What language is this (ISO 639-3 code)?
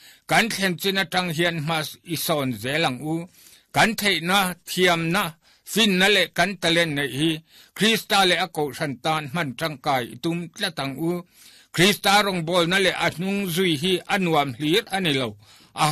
lus